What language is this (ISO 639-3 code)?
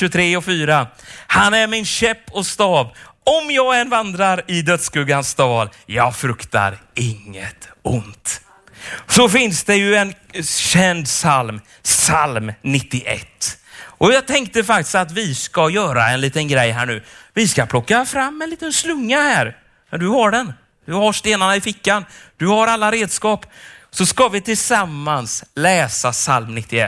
swe